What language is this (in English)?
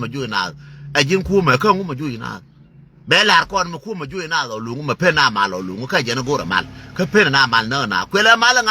Nuer